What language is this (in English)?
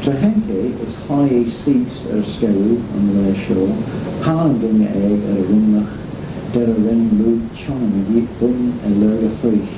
Manx